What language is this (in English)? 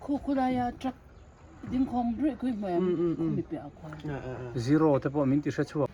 Hmar